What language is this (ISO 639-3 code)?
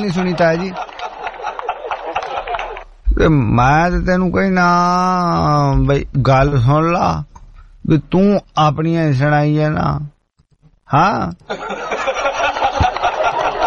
pan